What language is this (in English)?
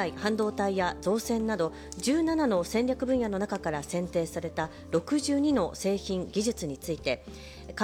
Japanese